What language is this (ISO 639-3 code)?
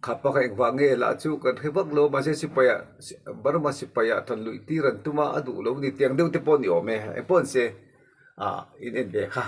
lus